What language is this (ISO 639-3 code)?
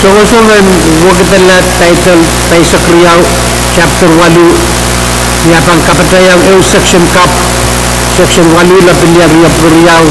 pon